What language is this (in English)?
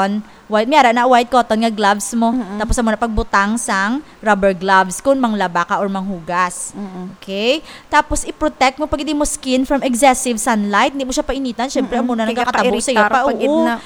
Hiligaynon